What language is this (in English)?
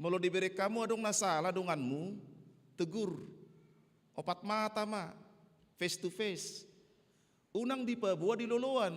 Batak Toba